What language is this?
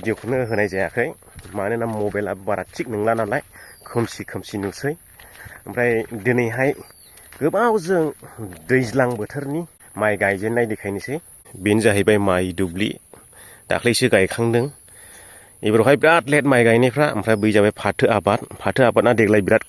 Bodo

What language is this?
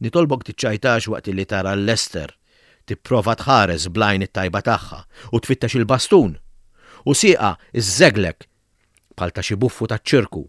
Maltese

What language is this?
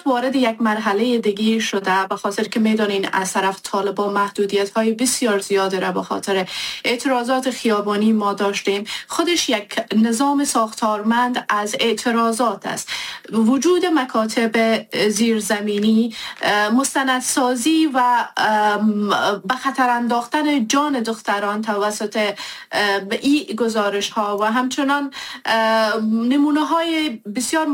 Persian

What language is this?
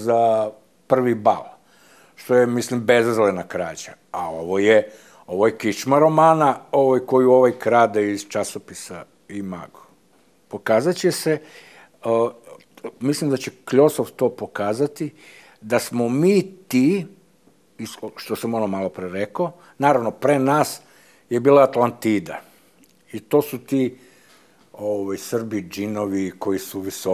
Serbian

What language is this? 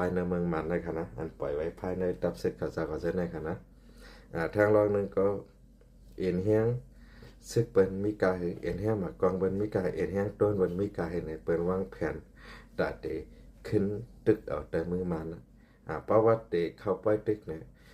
Shan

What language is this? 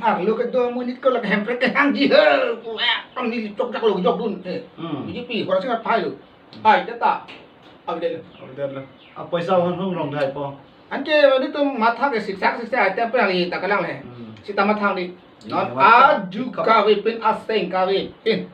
Karbi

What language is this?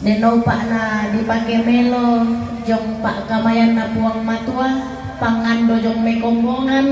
Toraja-Sa'dan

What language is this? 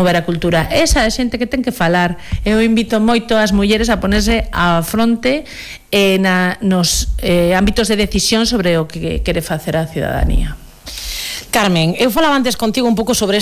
Galician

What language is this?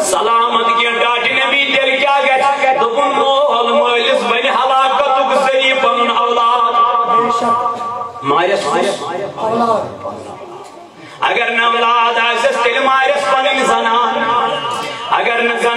Kashmiri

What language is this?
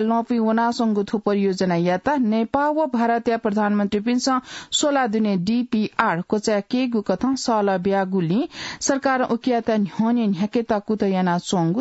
Newari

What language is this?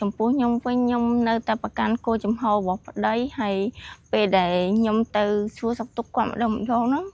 Khmer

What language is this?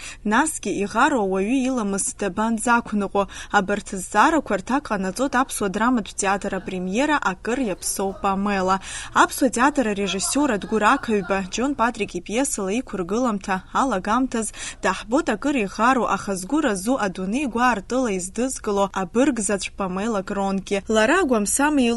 Abkhazian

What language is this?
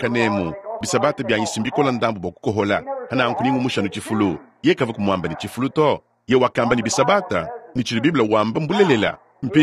Luba-Lulua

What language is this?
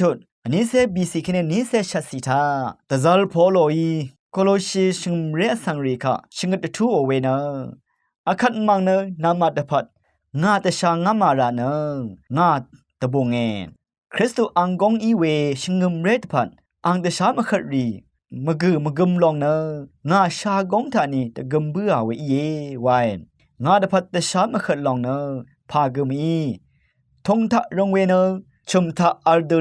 Rawang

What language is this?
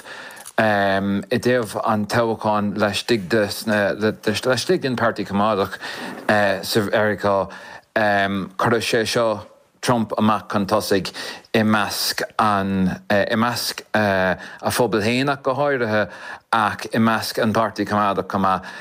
Irish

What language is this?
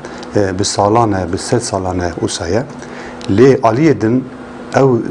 Kurdish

